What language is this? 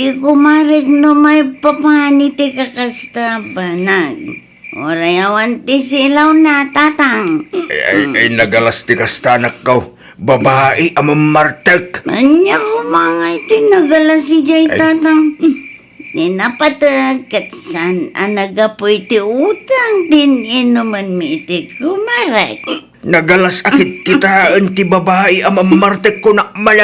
Iloko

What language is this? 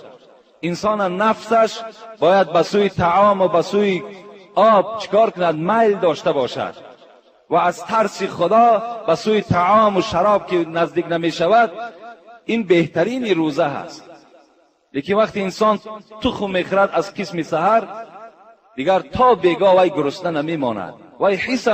Tajik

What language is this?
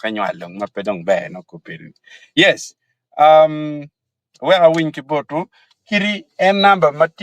Acoli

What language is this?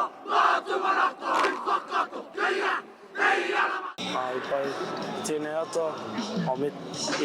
Māori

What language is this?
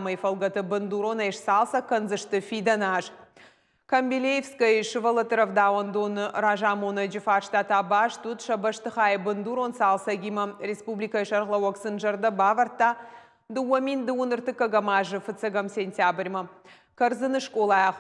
Ossetic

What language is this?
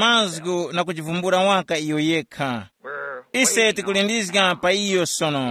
Tumbuka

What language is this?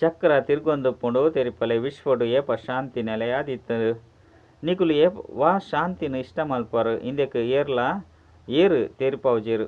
Tulu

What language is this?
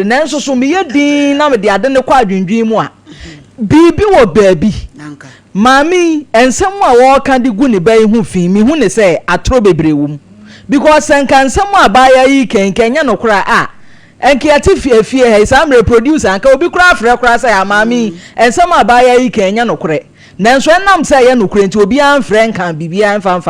Akan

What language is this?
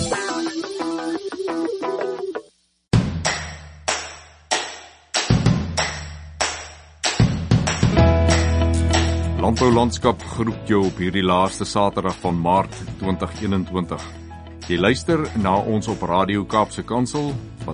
Afrikaans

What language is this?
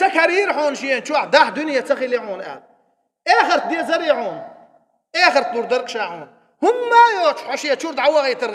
Chechen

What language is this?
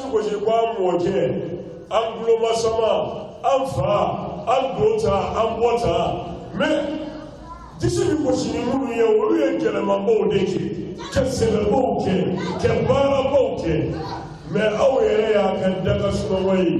Bambara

